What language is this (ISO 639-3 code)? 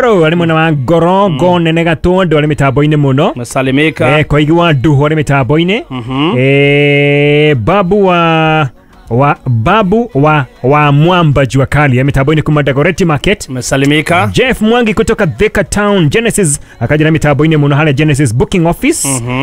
kik